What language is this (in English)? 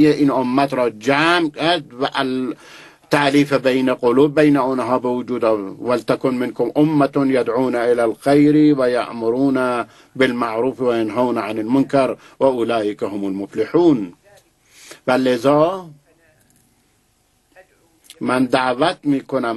Persian